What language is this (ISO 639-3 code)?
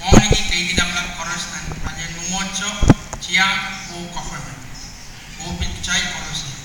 pon